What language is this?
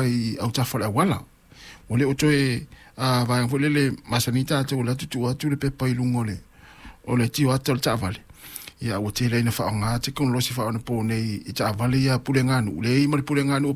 Samoan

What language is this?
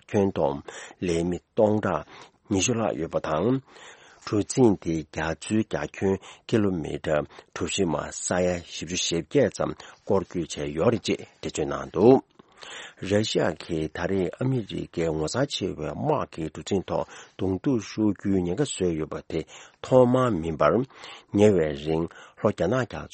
Tibetan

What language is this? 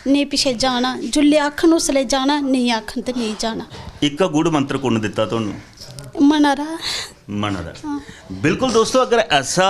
Dogri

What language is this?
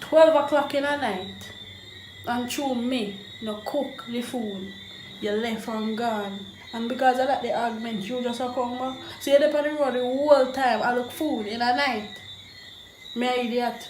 Jamaican Creole English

